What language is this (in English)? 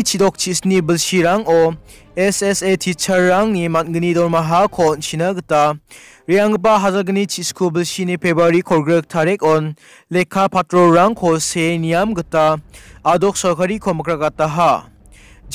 Garo